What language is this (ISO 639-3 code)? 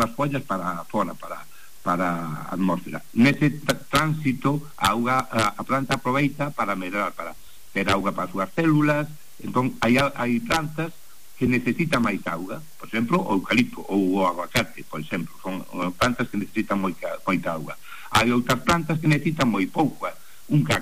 glg